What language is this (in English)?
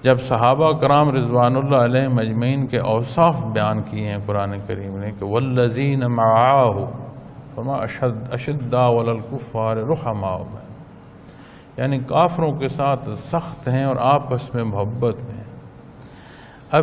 Urdu